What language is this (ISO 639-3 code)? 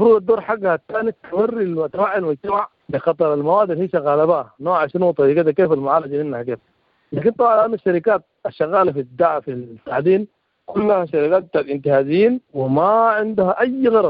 apd